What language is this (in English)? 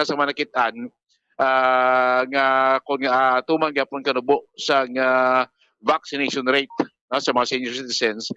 Hiligaynon